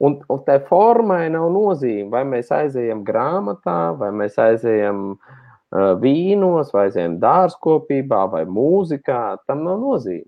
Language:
Latvian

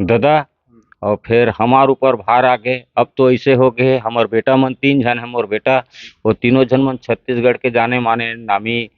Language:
Chhattisgarhi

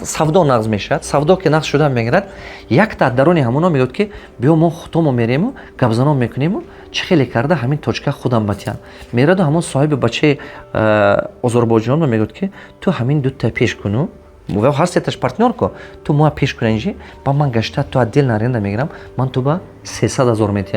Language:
Tajik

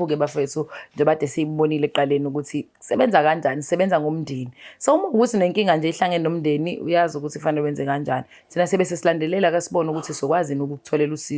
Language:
Zulu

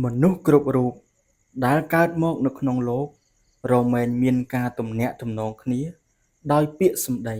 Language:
Khmer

